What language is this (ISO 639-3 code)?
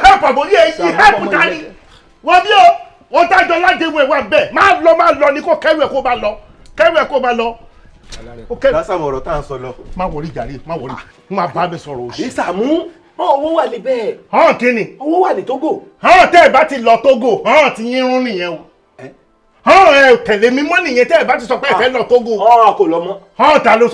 yor